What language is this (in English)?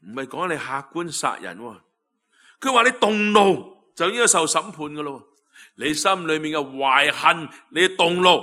Cantonese